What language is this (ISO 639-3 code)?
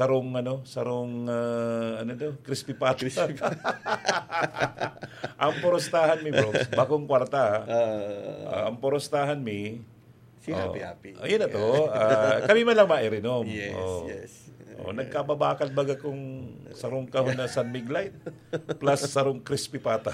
bik